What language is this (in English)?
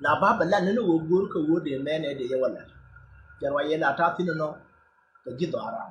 Nuer